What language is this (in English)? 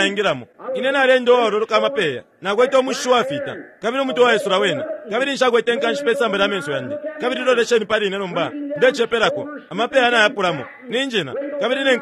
Bemba